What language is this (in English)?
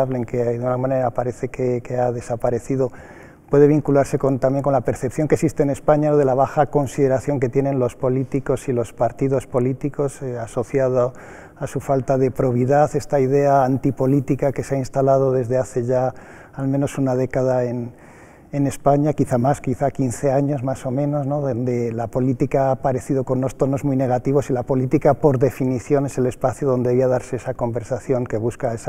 Spanish